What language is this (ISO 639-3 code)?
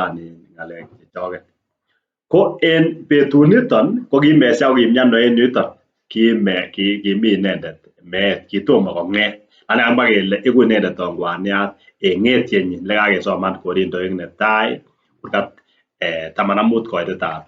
kln